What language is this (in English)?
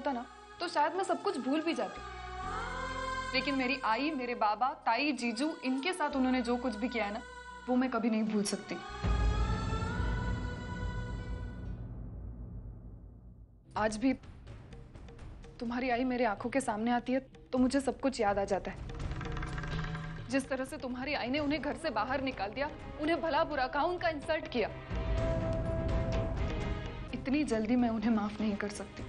Hindi